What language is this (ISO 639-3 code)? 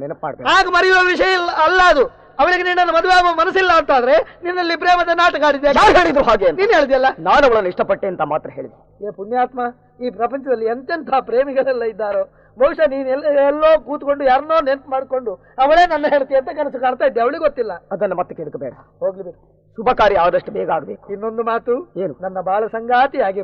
kan